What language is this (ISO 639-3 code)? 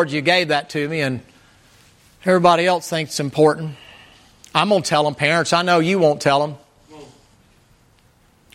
eng